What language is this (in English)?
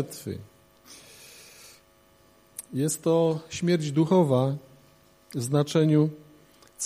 Polish